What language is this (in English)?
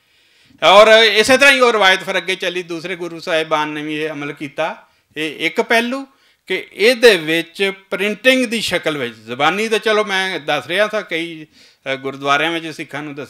Western Panjabi